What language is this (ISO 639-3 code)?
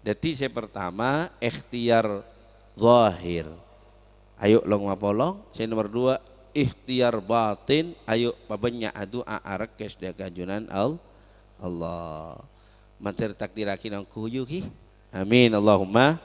mad